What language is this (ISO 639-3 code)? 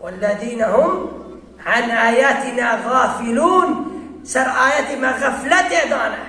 kur